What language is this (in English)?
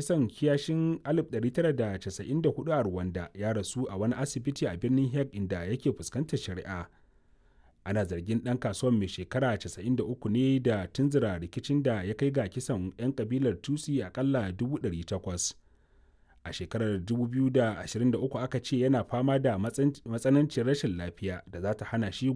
Hausa